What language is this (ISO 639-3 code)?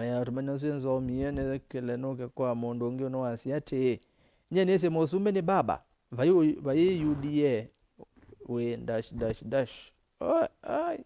kam